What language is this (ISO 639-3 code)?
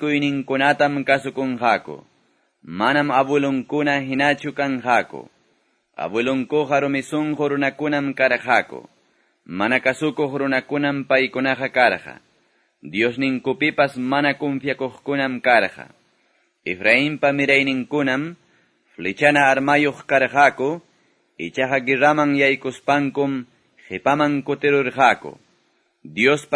que